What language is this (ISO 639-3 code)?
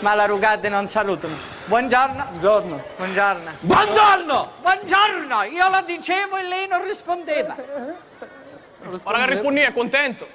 scn